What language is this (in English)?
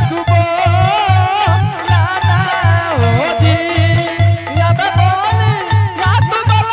Angika